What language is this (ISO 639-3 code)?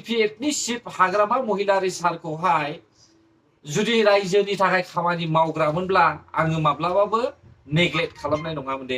brx